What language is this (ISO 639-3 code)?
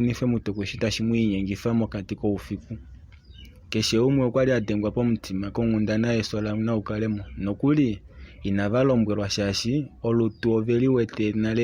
kua